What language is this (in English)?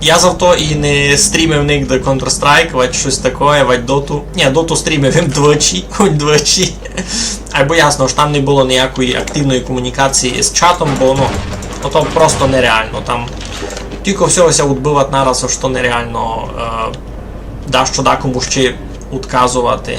Rusyn